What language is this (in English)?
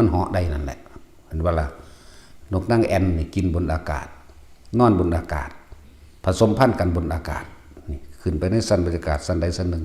Northeastern Thai